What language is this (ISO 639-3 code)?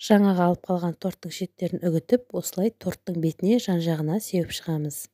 kaz